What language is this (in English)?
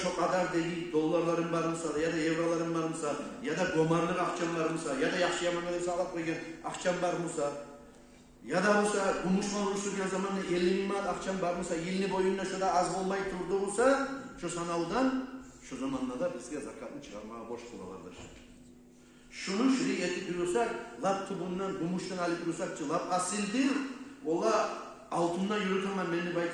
Kumyk